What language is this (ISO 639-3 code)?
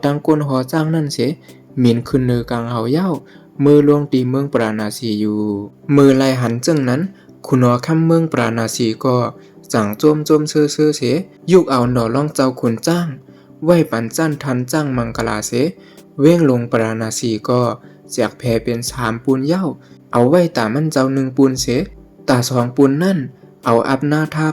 shn